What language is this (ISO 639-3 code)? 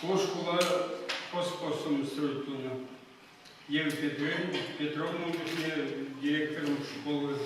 chv